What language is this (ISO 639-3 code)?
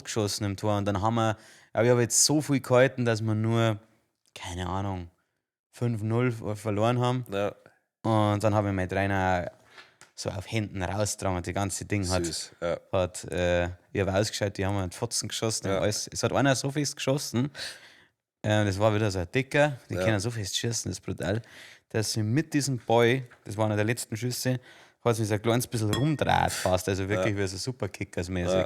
bar